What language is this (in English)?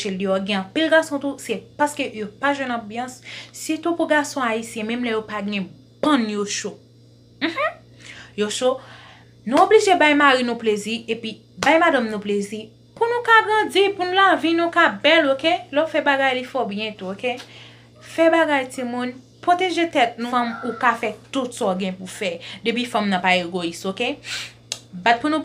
Haitian Creole